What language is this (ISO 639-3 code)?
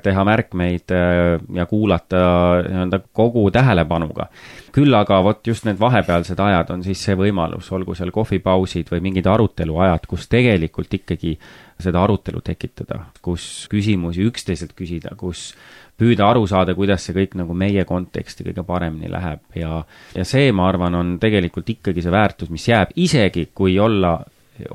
est